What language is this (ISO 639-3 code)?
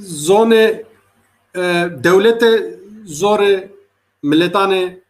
zza